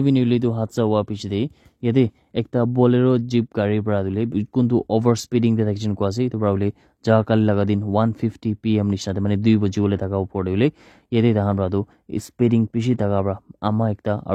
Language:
Naga Pidgin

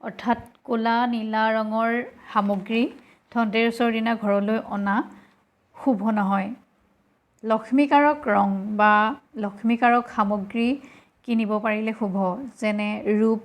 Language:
Assamese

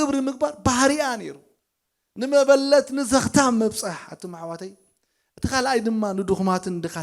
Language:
Tigrinya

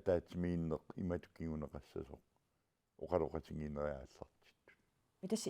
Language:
Kalaallisut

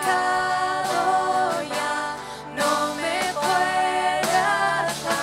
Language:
Plautdietsch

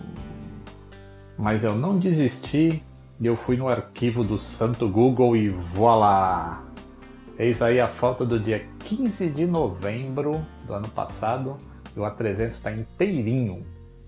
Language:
Portuguese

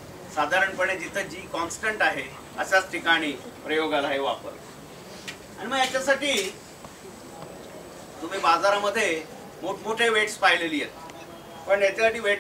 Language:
Marathi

